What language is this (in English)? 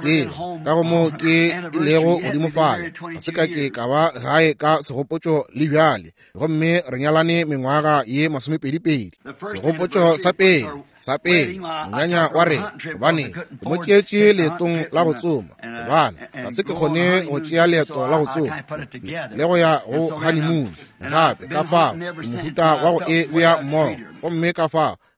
Northern Sotho